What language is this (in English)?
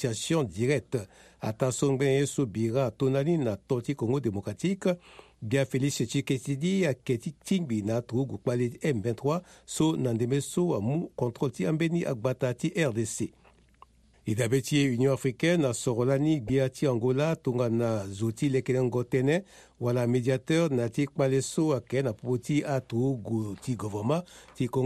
Sango